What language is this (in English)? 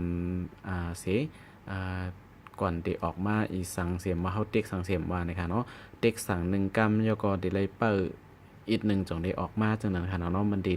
Shan